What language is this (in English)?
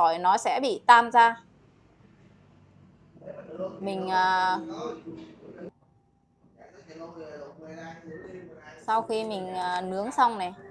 Vietnamese